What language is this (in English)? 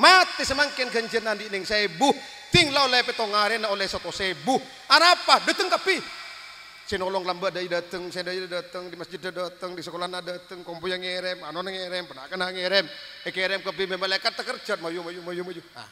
Madurese